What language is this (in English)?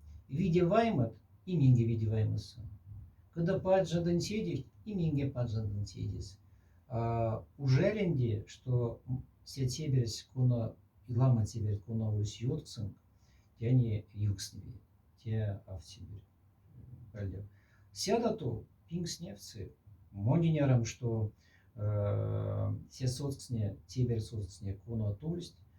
Moksha